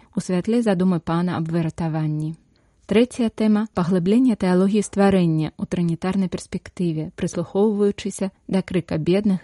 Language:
Belarusian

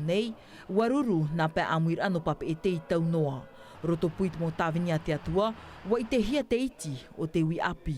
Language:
Tahitian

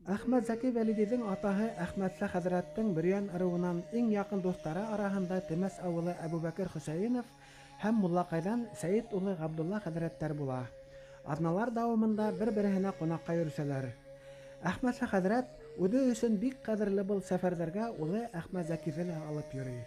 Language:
Bashkir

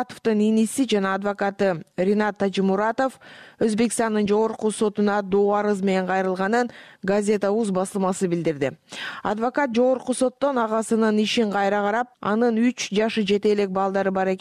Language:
Kyrgyz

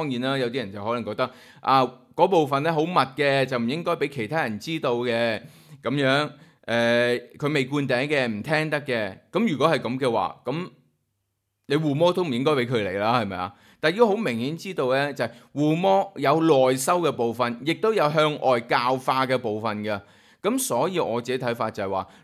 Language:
Cantonese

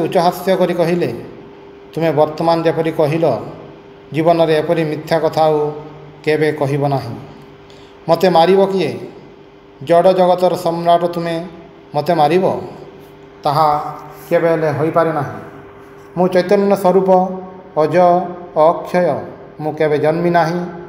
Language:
Odia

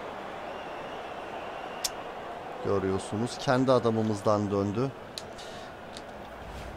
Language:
Turkish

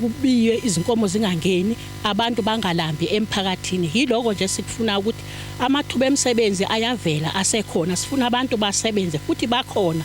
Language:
Zulu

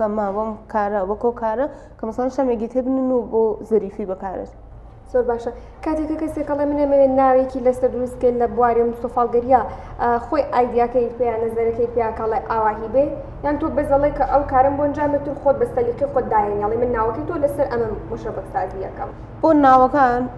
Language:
Central Kurdish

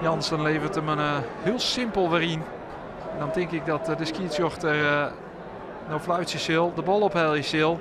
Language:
Western Frisian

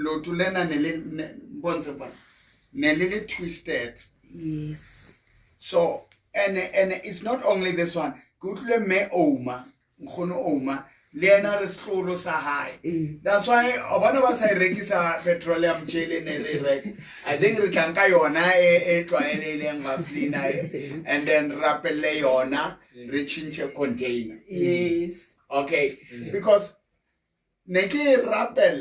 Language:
Southern Sotho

